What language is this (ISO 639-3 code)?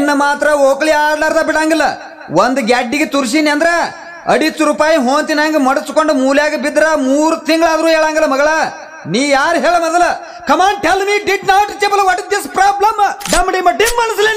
kan